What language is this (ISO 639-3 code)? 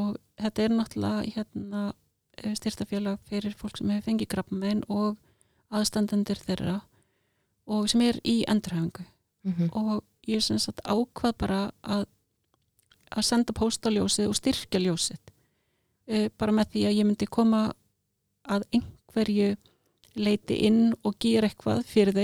isl